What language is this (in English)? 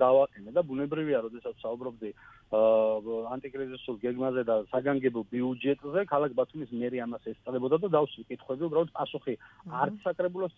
Georgian